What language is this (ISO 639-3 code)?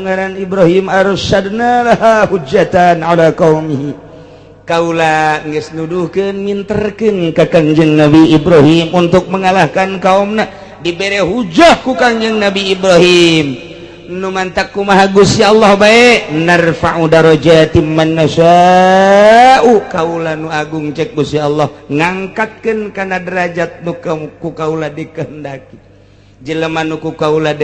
sun